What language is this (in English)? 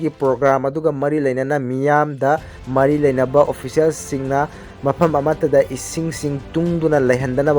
Manipuri